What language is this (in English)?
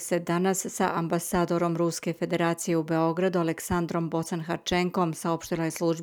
Serbian